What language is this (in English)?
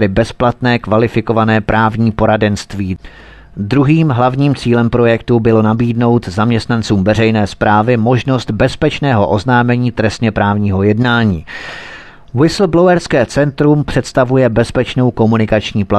Czech